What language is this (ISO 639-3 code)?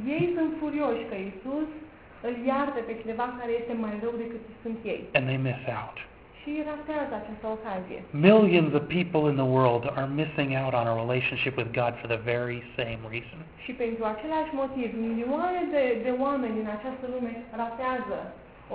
ron